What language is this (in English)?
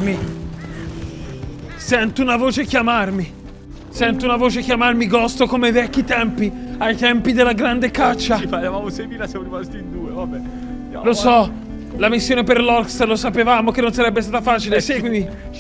Italian